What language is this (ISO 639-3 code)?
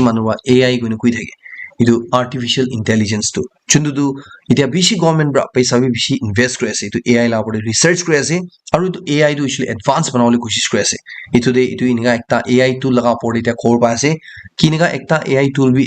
nag